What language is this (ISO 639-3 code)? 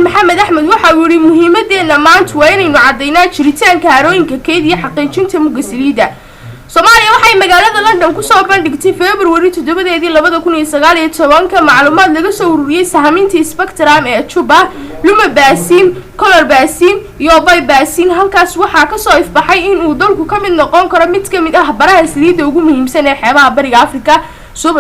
som